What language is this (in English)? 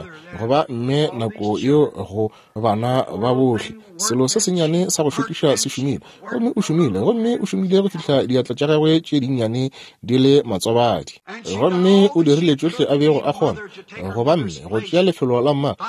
Northern Sotho